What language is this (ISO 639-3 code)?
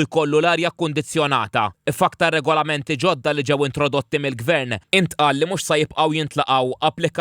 mlt